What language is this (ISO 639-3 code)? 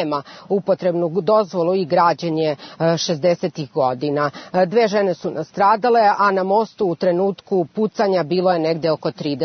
srp